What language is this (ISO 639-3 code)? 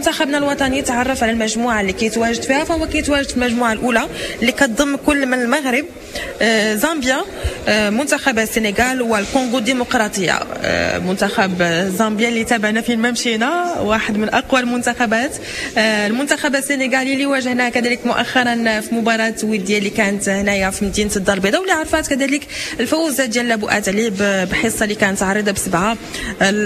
ary